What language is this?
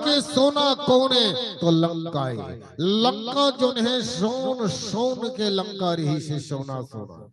Chhattisgarhi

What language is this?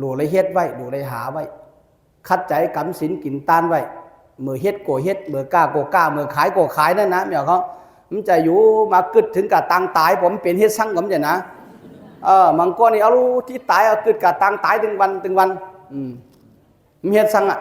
Shan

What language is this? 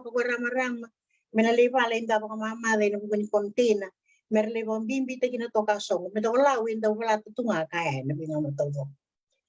Fijian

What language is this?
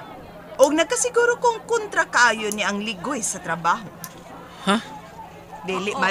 Cebuano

